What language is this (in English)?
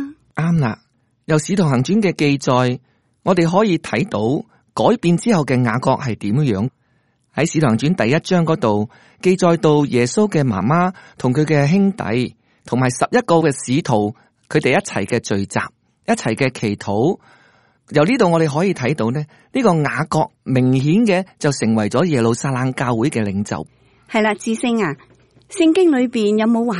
Cantonese